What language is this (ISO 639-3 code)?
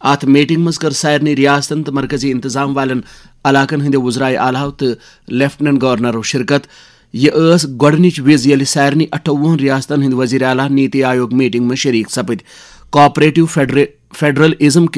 kas